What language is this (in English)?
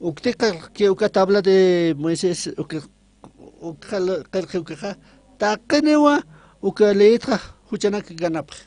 Aymara